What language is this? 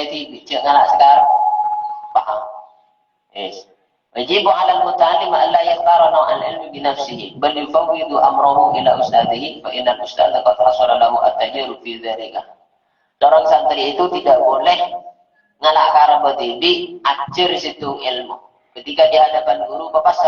Madurese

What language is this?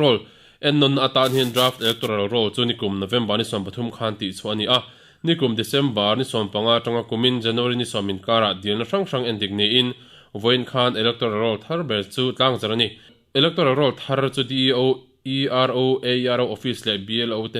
Mizo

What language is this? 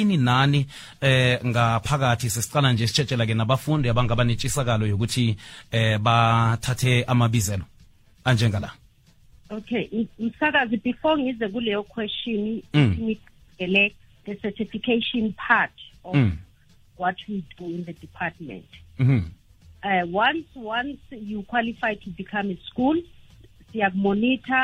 South Ndebele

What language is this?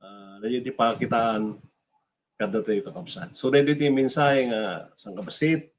Iloko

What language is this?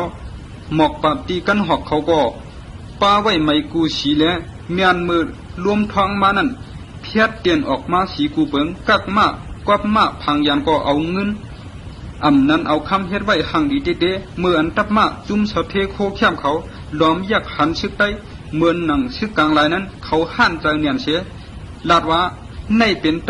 Shan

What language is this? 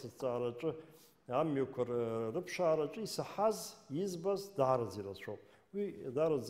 Abkhazian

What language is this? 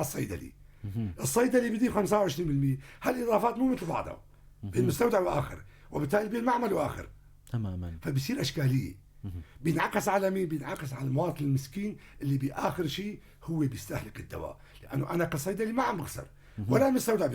North Levantine Arabic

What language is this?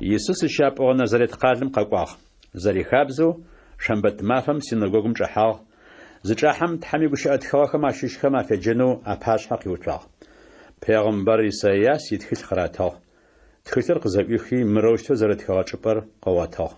Adyghe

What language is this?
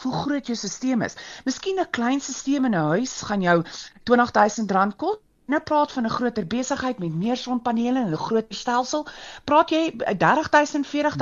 Afrikaans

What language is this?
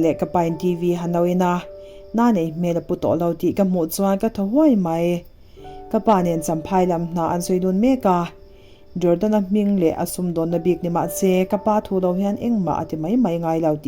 Mizo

